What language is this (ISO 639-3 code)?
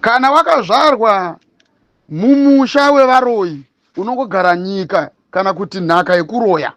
sna